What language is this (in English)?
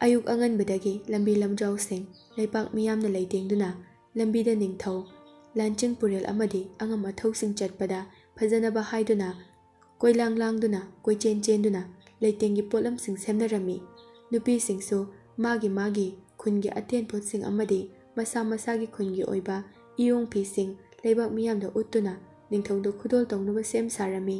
Manipuri